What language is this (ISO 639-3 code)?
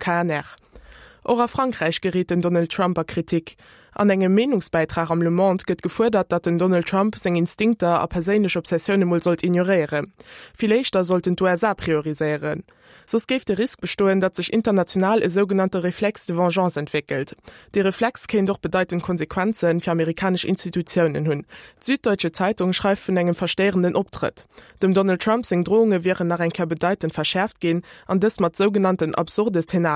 ltz